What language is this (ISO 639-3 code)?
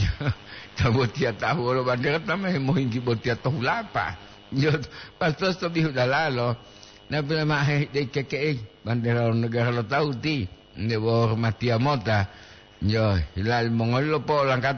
gor